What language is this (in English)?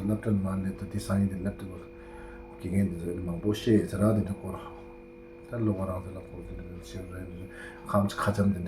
Tibetan